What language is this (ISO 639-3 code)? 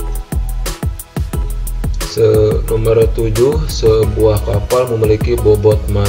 ind